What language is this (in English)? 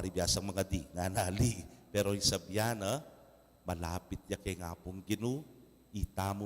Pampanga